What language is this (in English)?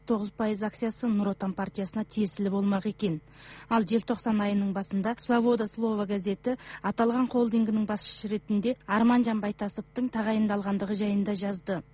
Kazakh